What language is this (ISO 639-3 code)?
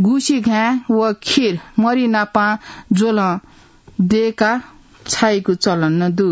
new